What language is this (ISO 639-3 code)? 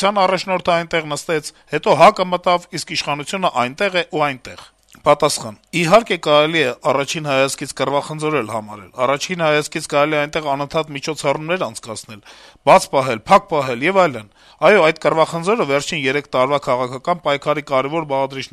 hye